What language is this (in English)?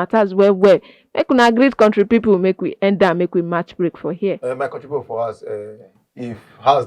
Nigerian Pidgin